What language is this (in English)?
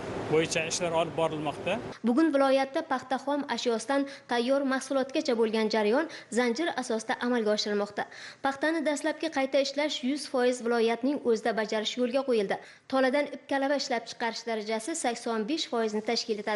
Uzbek